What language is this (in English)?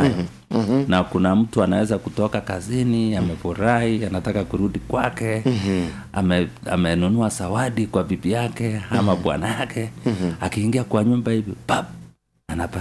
Swahili